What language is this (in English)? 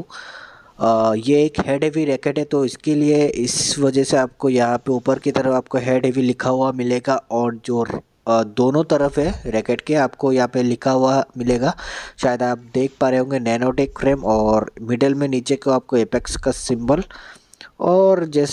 Hindi